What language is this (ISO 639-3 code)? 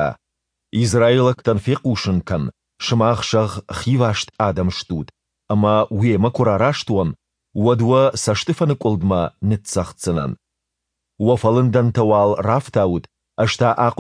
oss